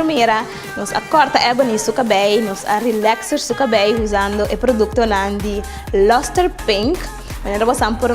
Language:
Papiamento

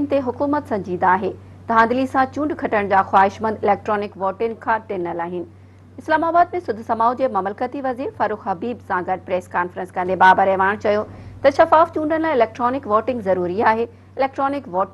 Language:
Sindhi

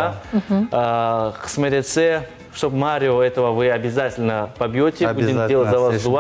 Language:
Crimean Tatar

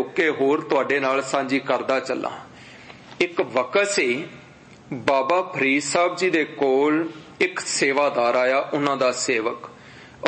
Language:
Punjabi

